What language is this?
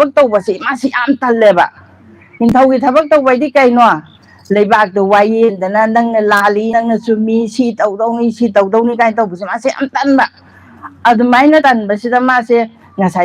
Manipuri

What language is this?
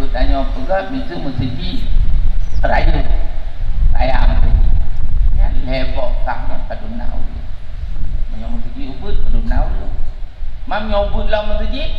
Achinese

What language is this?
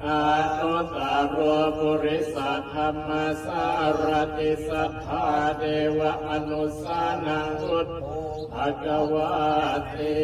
Pali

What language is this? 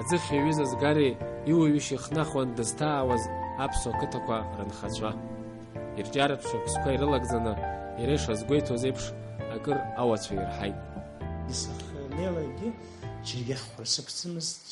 Abkhazian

